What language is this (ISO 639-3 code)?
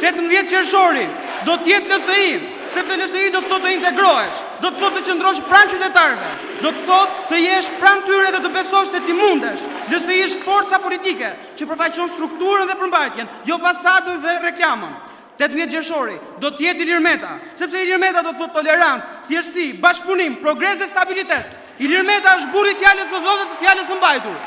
sqi